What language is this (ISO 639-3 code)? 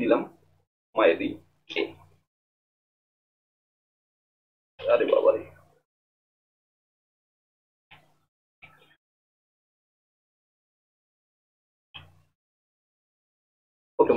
ben